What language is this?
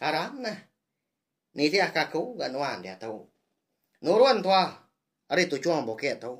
Iban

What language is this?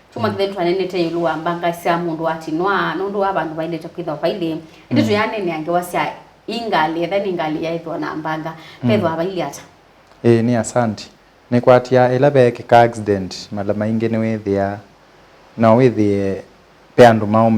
Kamba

